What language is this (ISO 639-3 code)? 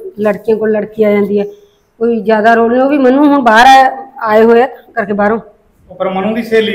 pan